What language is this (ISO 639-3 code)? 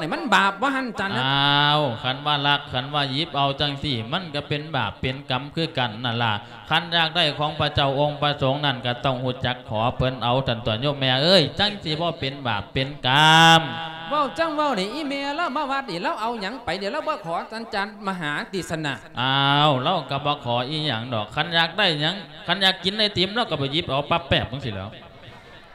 lao